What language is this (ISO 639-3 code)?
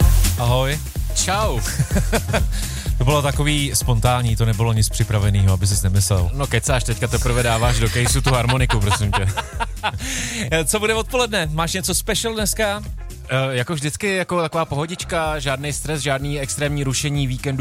ces